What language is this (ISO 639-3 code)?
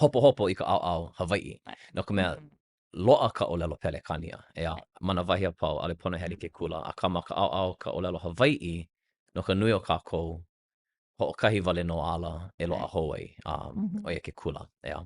haw